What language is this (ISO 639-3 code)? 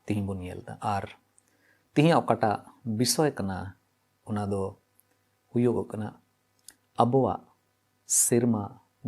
sat